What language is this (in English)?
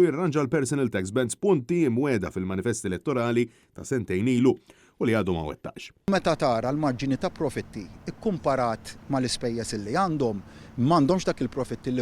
Maltese